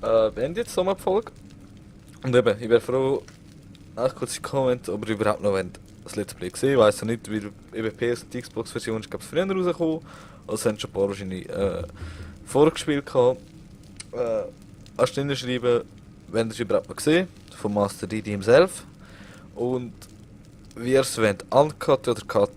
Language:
Swiss German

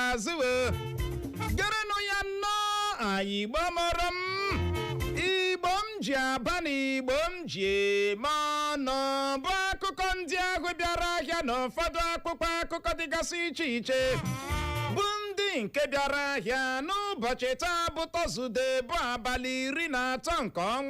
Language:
Igbo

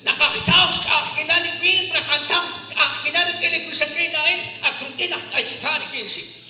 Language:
Kekchí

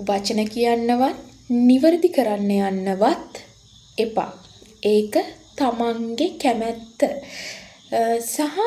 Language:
Sinhala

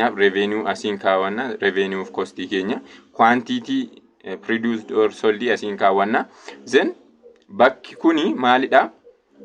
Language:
Oromo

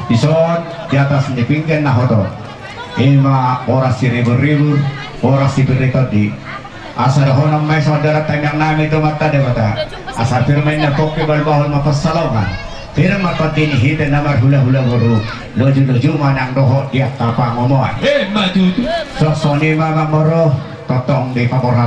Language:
Batak Toba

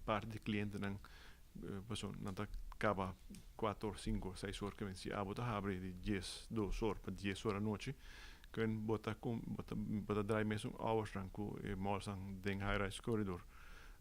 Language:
Papiamento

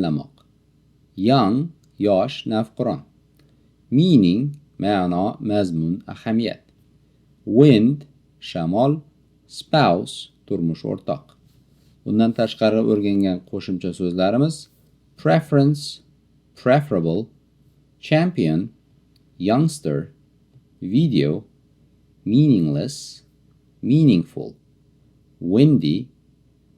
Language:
Uzbek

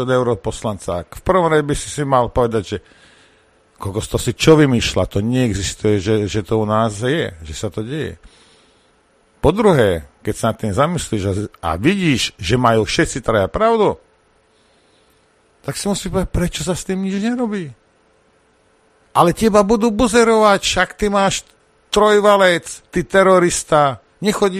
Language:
Slovak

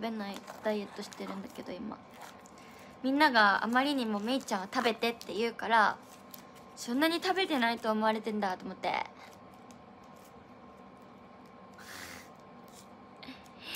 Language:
Japanese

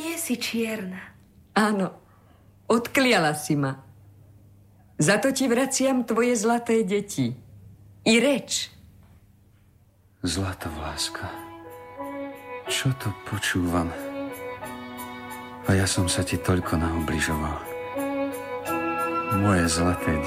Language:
Slovak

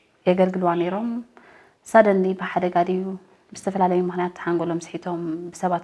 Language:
Tigrinya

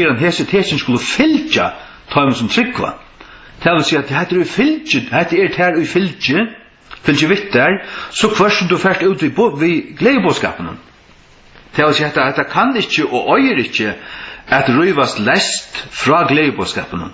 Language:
Faroese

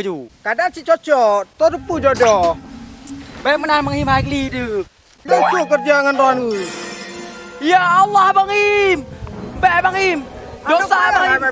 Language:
Achinese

